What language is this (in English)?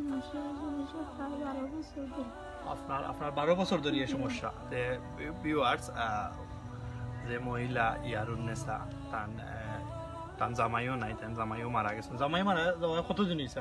Sylheti